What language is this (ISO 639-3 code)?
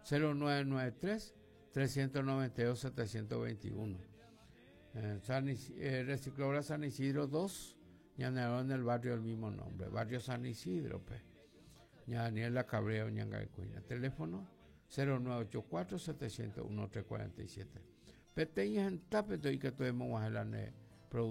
grn